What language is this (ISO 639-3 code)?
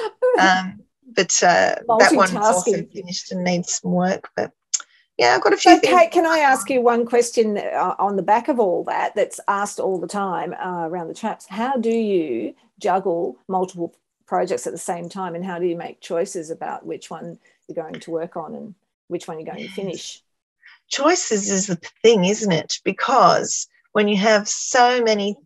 eng